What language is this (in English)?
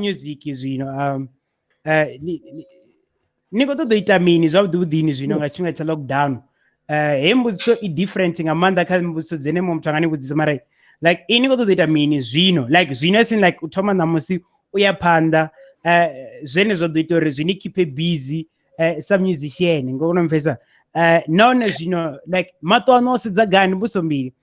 Venda